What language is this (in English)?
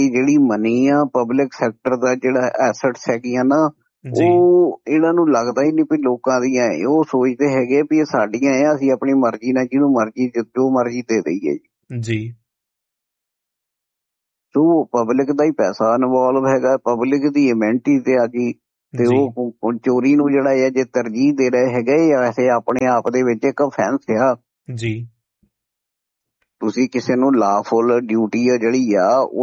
Punjabi